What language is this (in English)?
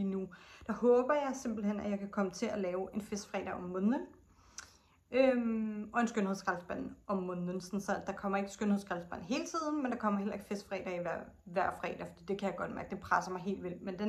Danish